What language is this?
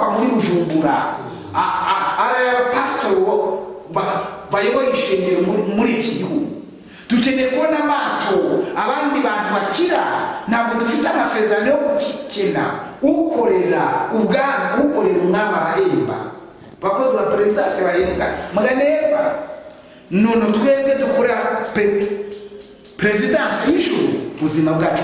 Kinyarwanda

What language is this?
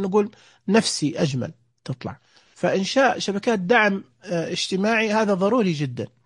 Najdi Arabic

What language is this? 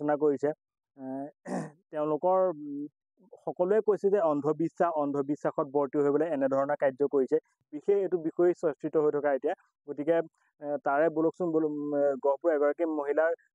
Assamese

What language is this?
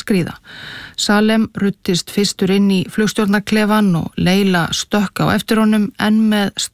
Icelandic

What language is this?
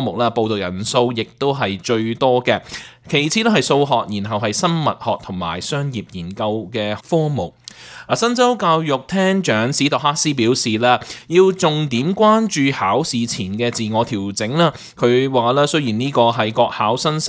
Cantonese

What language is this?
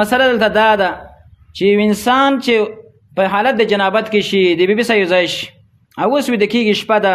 Pashto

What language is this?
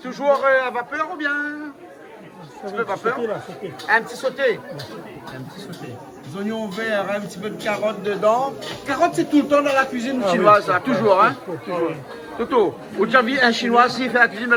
Réunion Creole French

